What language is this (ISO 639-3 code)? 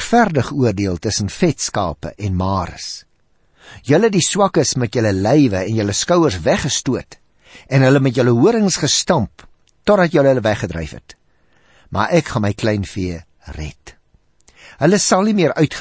afr